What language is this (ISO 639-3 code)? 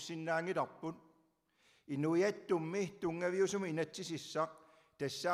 kal